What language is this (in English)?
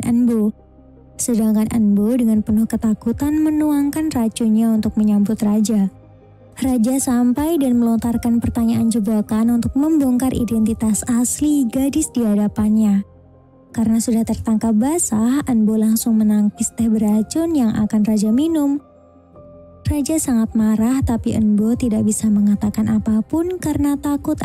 Indonesian